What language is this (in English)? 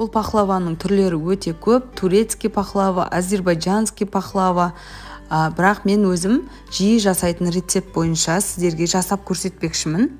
Kazakh